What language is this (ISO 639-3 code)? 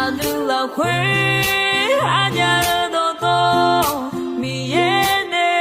ahk